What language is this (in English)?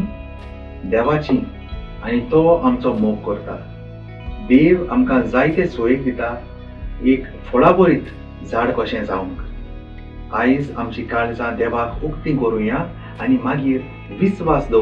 Konkani